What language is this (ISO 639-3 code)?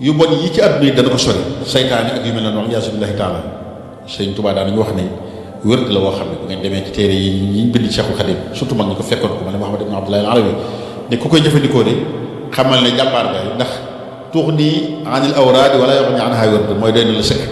wol